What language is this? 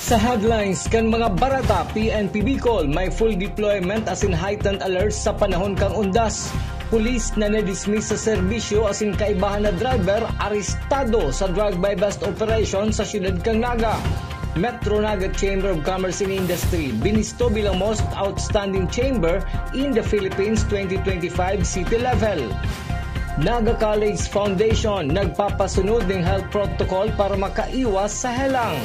Bikol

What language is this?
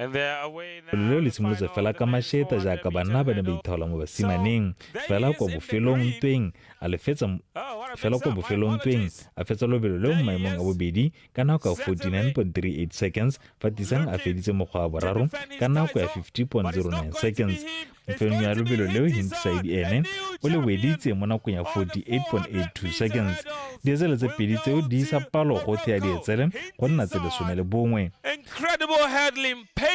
Tswana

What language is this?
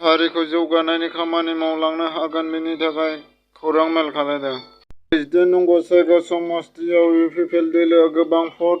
Bodo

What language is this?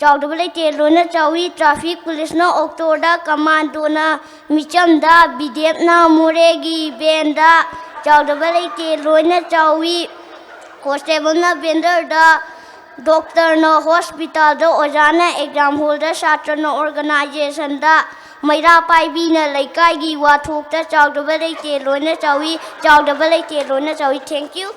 Manipuri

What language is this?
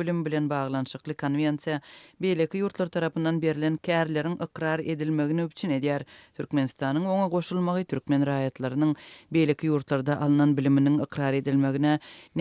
Turkmen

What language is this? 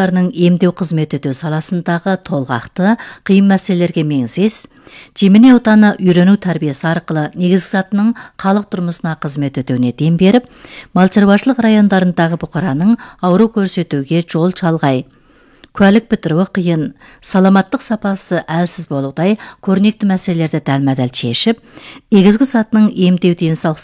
Kazakh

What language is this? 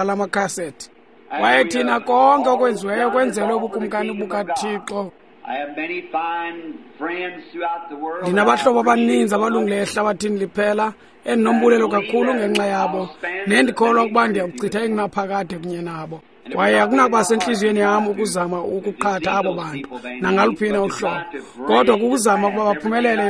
Xhosa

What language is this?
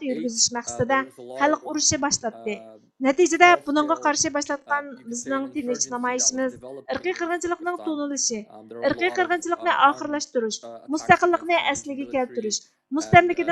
Uyghur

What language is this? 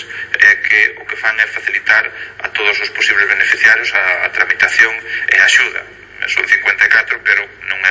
Galician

